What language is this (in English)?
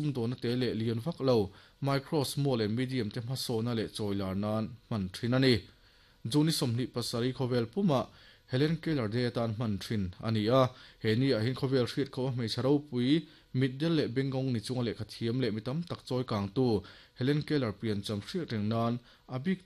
Mizo